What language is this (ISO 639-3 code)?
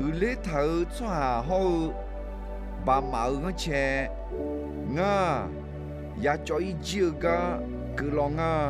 ahk